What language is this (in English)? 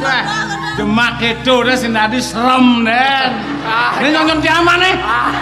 Balinese